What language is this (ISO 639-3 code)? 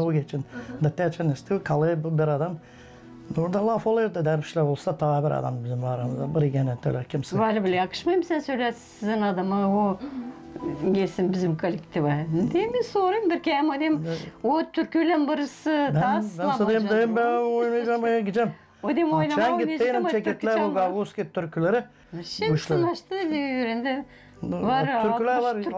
gag